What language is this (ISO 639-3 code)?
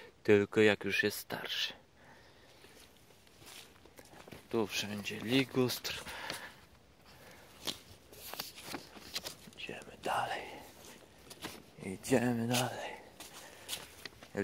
pol